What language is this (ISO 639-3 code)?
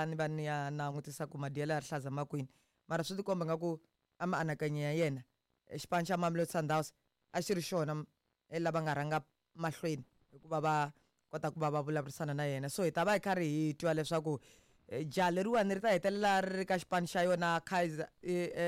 tso